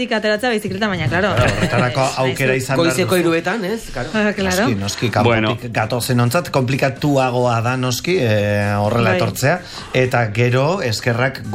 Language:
Basque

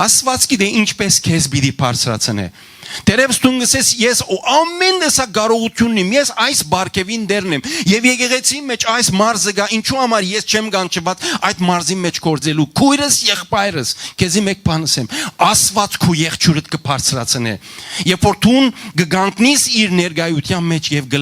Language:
Western Armenian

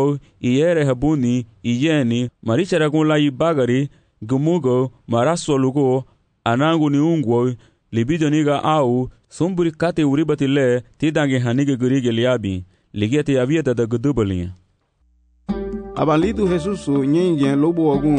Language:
Garifuna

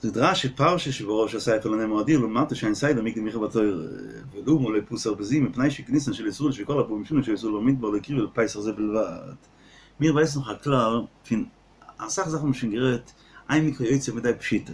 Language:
Yiddish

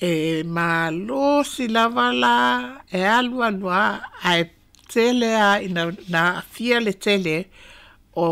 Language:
Samoan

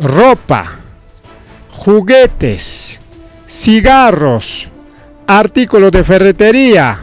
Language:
Ayacucho Quechua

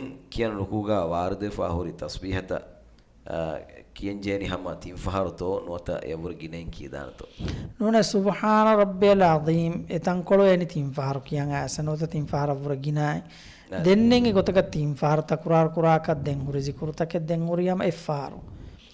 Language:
Divehi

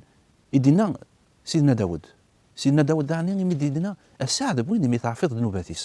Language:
Kabyle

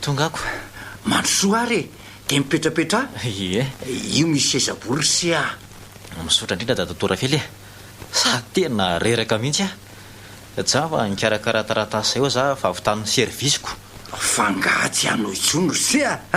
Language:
Malagasy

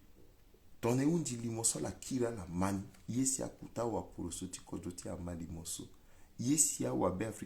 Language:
Sango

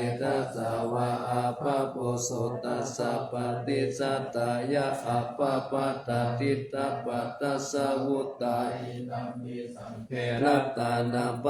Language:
Pali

